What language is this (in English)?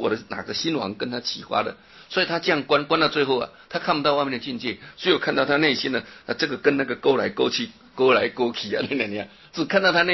Chinese